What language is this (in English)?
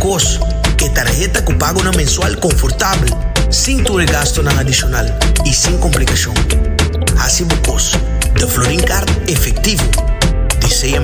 Papiamento